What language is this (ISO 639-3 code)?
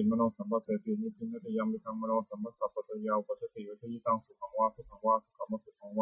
pli